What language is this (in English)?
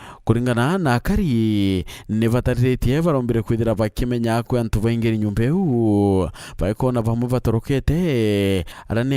Meru